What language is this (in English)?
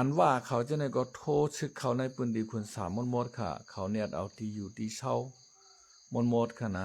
Shan